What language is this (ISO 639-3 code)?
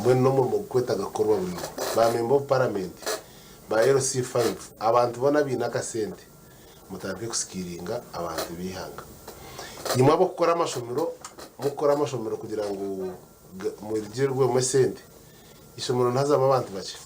nyn